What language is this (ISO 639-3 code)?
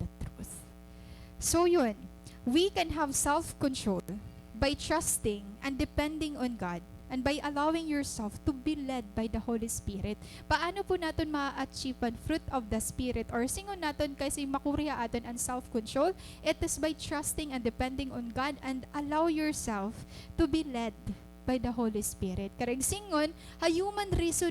war